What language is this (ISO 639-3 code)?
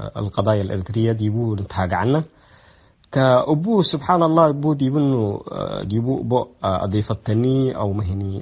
tig